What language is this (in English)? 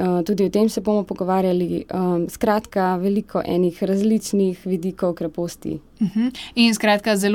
Slovenian